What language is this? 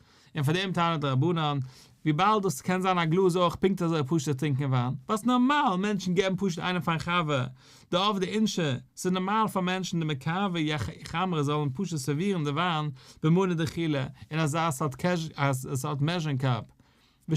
Yiddish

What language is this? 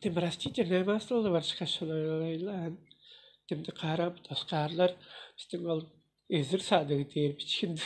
Tuvinian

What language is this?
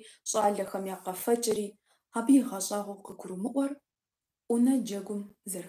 Kabardian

